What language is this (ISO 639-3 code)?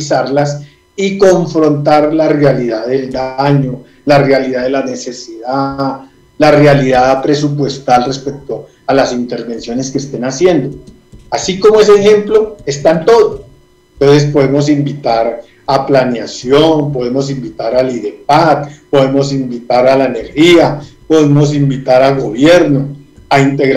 spa